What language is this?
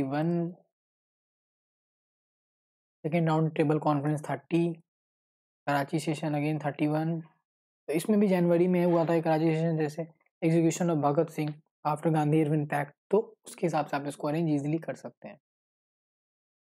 Hindi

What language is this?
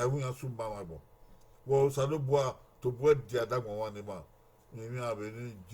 Bini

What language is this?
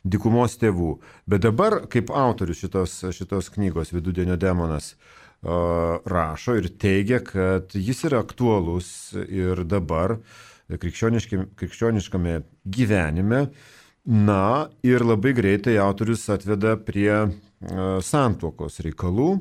Lithuanian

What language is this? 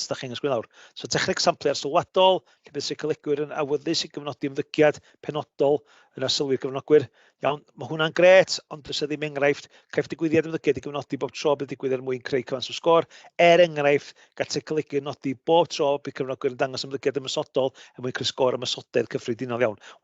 Welsh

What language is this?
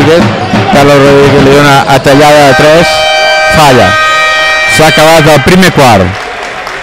Catalan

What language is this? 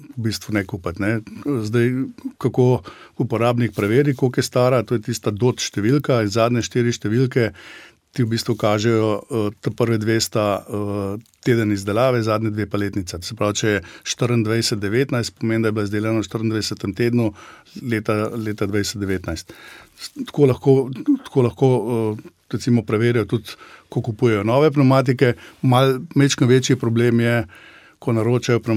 Slovenian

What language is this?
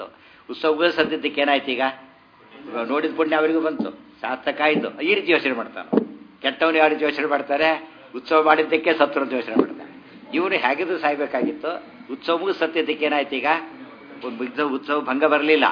Kannada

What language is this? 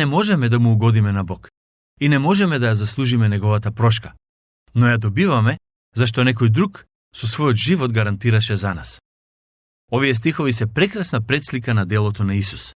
Macedonian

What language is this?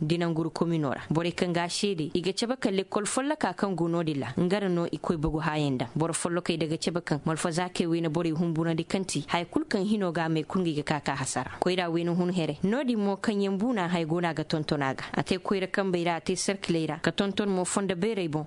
Koyraboro Senni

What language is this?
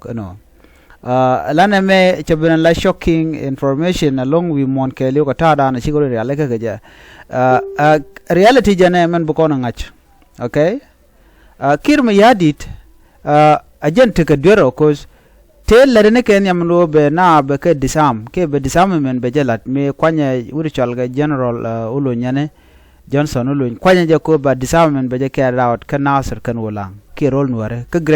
Nuer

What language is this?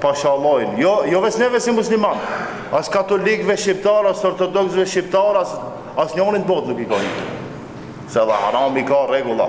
Albanian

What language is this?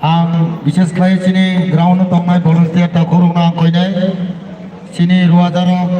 Kok Borok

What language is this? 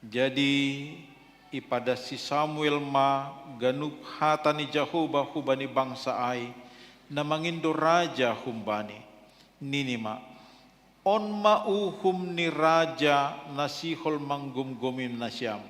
Batak Simalungun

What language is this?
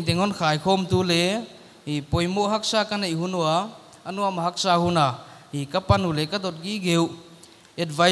Paite Chin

